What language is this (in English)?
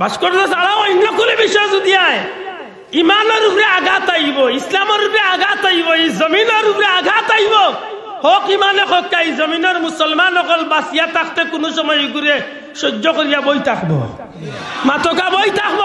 Sylheti